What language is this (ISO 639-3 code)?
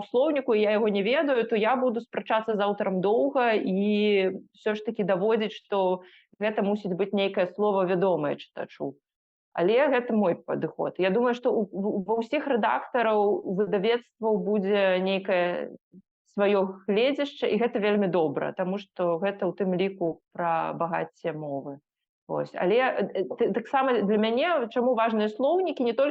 bel